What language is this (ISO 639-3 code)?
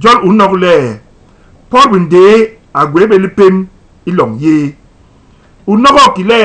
bas